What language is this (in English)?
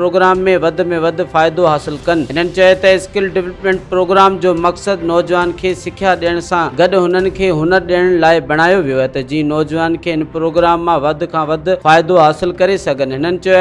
Sindhi